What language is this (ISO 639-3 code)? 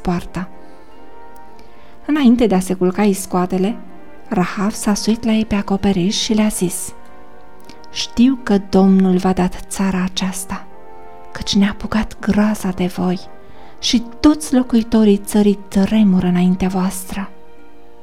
ron